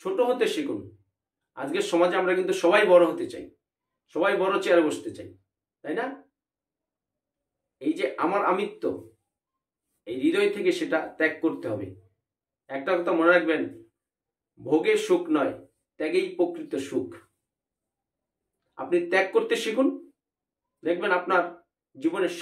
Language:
Bangla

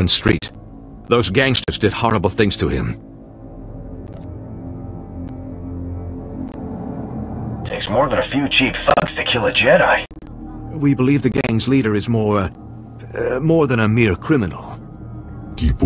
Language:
English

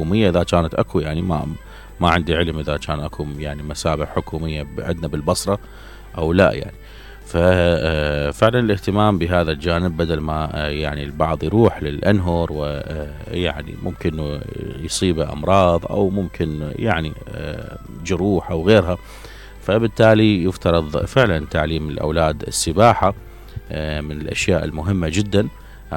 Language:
Mesopotamian Arabic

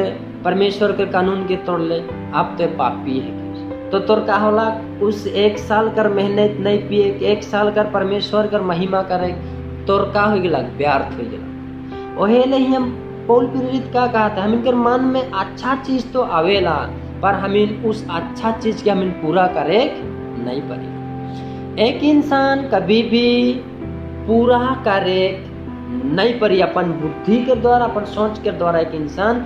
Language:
Sadri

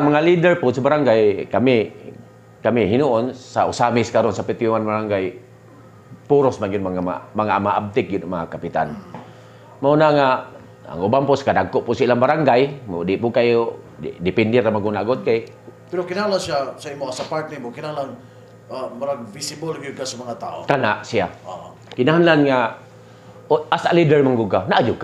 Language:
Cebuano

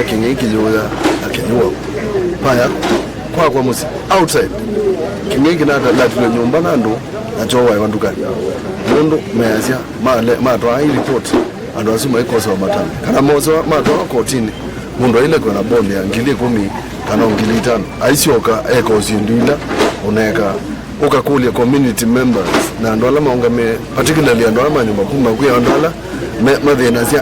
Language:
Kamba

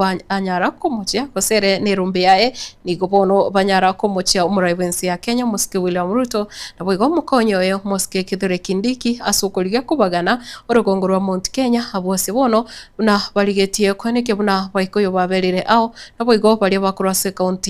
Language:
Gusii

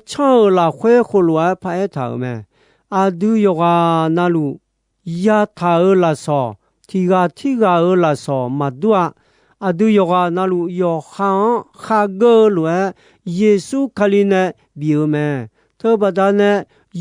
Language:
Akha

